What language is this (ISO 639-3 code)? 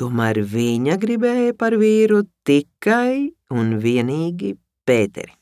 lav